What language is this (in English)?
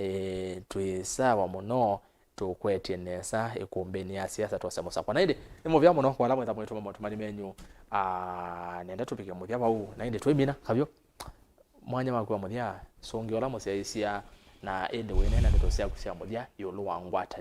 Kamba